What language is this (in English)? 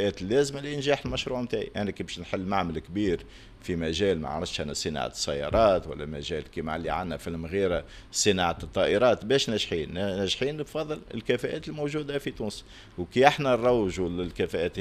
Tunisian Arabic